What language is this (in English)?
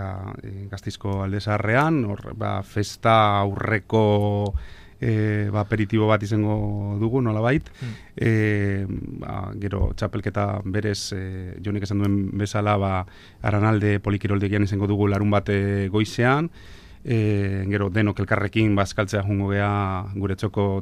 Basque